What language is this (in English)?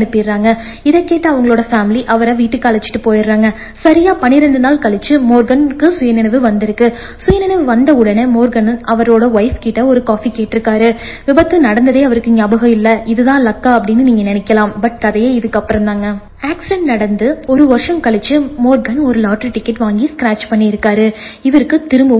Tamil